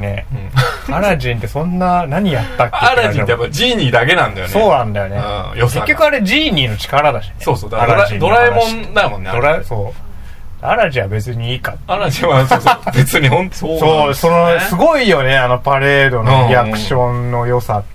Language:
Japanese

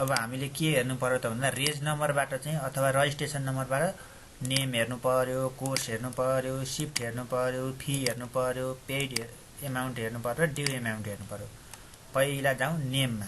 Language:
Nepali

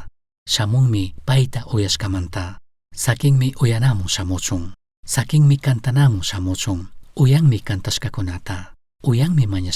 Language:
Chimborazo Highland Quichua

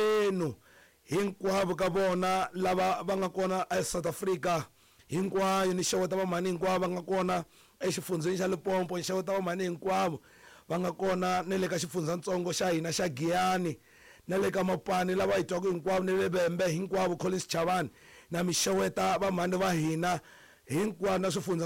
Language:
Tsonga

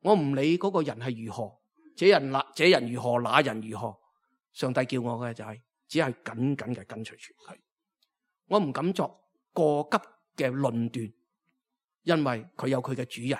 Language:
Cantonese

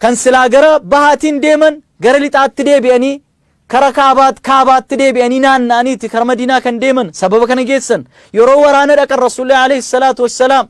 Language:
Oromo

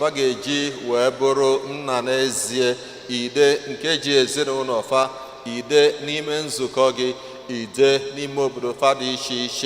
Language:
Igbo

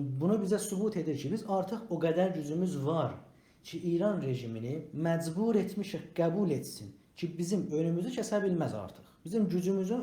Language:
South Azerbaijani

